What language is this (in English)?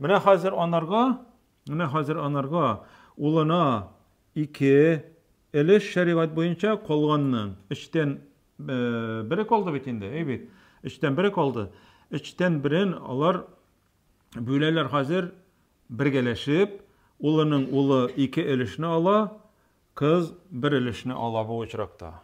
Tatar